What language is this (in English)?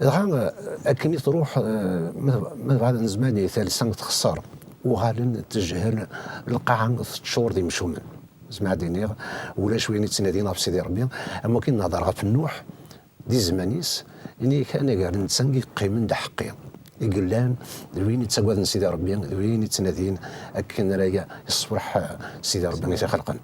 Kabyle